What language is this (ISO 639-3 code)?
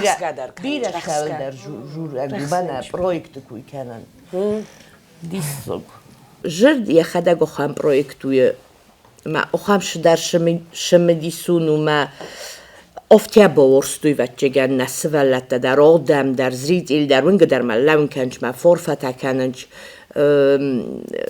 oss